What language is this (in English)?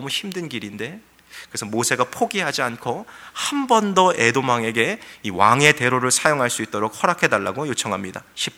Korean